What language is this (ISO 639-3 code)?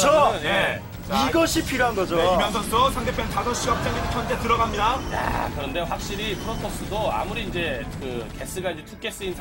kor